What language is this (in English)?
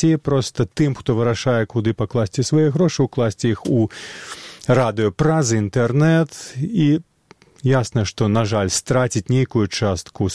Belarusian